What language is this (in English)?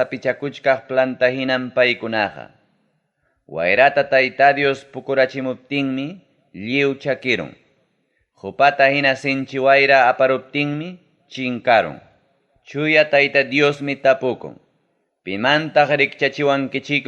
Ayacucho Quechua